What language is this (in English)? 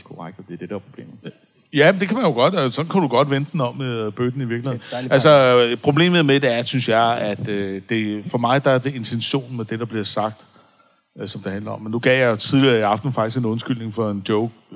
Danish